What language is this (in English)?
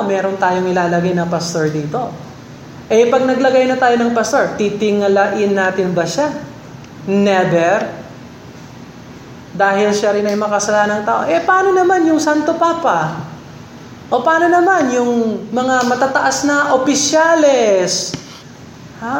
Filipino